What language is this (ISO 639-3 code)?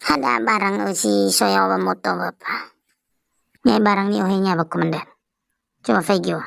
nia